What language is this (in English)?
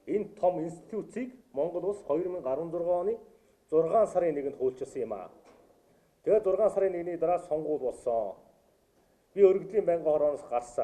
Mongolian